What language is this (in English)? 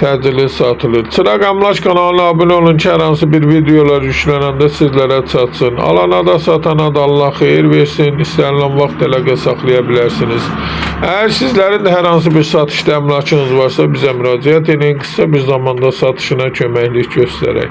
Azerbaijani